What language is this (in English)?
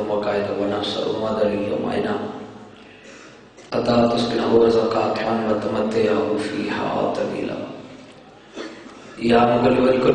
Urdu